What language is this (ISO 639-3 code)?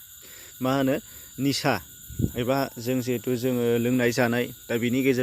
brx